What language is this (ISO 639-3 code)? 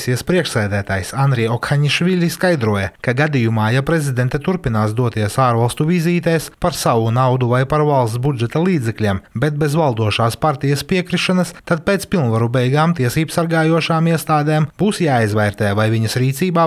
lav